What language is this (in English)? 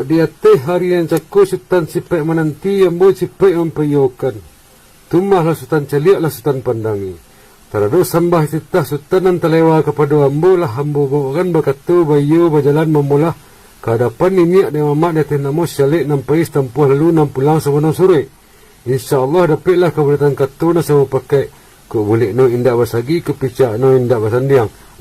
Minangkabau